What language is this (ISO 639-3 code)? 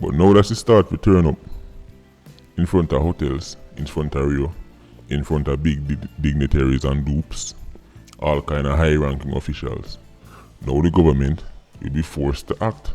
jam